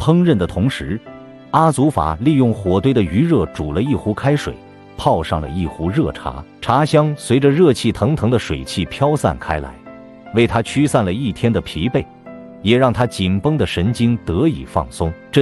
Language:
Chinese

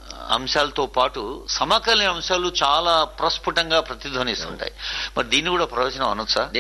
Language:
Telugu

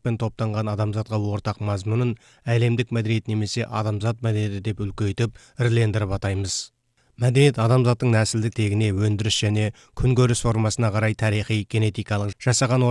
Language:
Kazakh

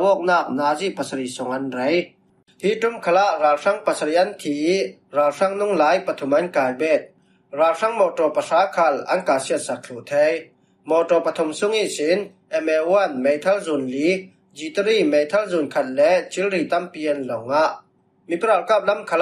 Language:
Falam Chin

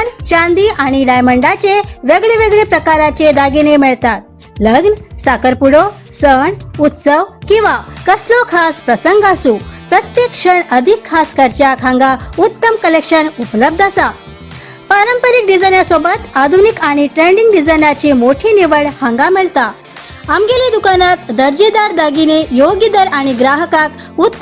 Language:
Konkani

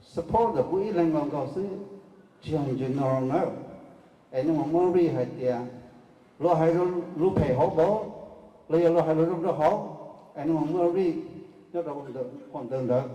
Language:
Hmong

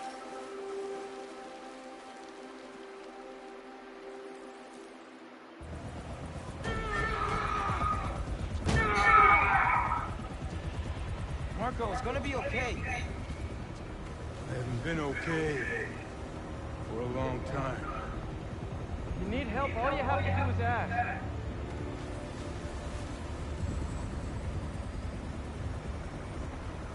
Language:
English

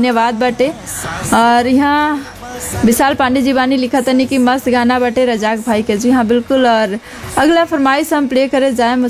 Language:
Bhojpuri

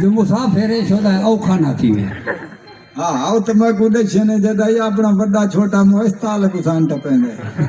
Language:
Saraiki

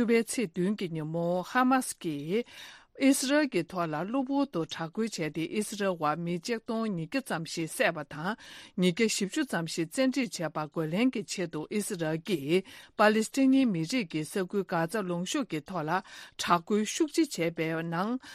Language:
Tibetan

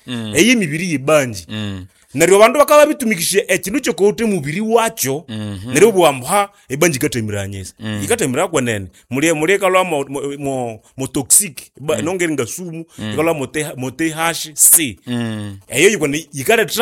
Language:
Nande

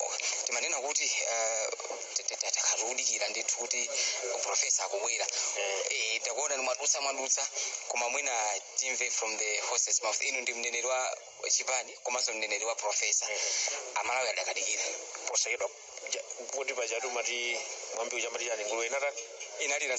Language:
Nyanja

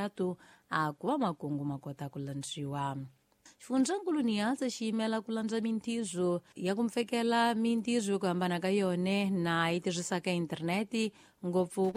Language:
Tsonga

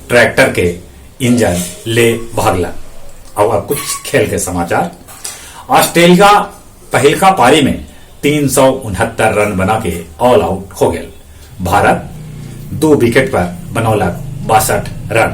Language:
Magahi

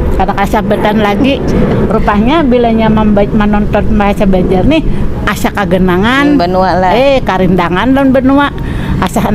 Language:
Banjar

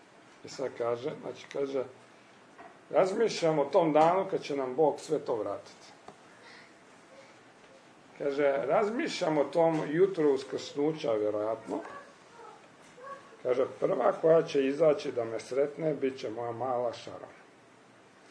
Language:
Croatian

